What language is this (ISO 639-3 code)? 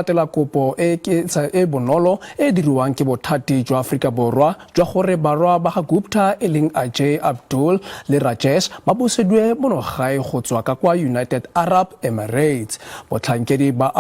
tsn